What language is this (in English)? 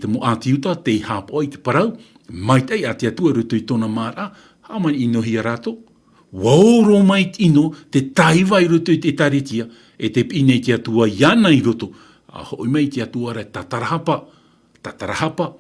Tahitian